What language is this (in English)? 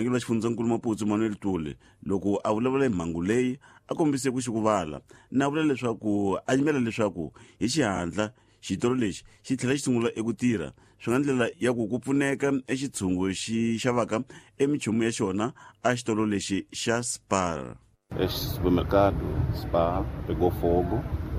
Tsonga